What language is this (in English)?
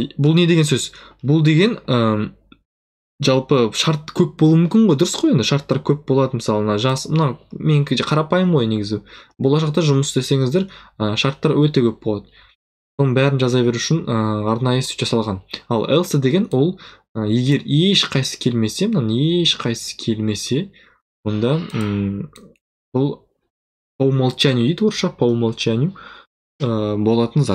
Kazakh